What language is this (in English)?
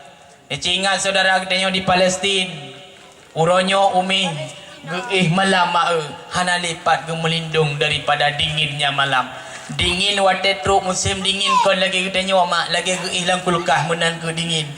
Achinese